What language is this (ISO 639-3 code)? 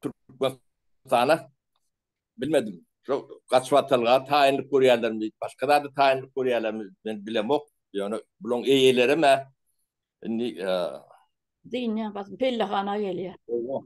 tuk